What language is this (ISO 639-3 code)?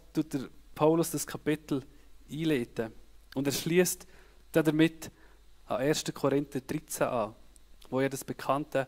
gsw